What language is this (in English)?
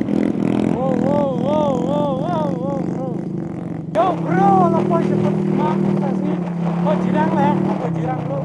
Khasi